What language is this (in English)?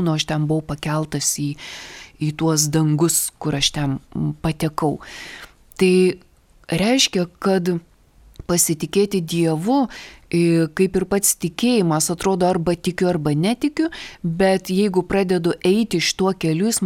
Lithuanian